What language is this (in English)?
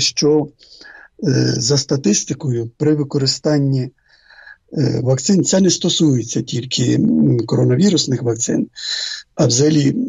Ukrainian